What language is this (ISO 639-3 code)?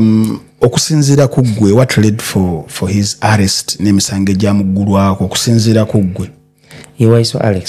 lug